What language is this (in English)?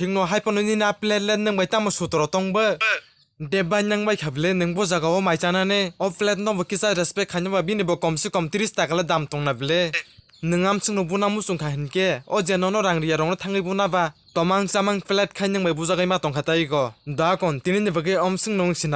Kok Borok